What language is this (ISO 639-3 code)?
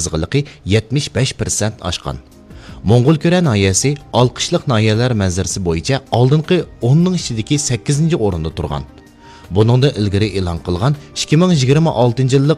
uig